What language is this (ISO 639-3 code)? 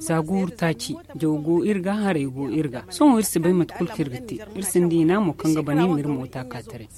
dje